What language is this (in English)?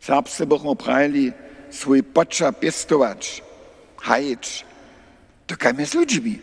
Upper Sorbian